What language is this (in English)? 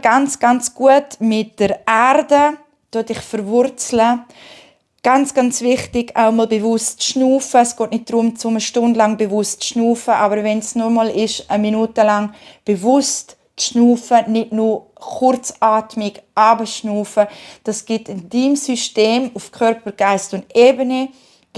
Swiss German